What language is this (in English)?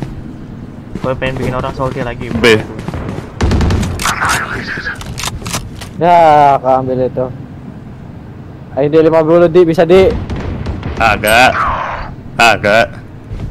Indonesian